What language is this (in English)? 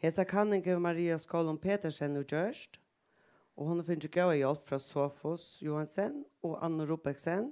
Faroese